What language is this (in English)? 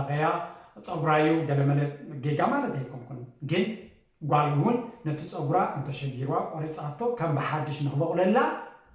Tigrinya